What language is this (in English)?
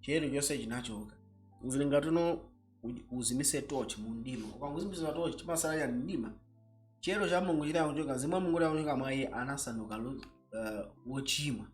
Nyanja